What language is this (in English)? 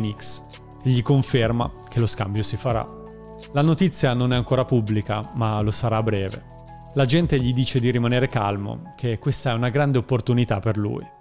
Italian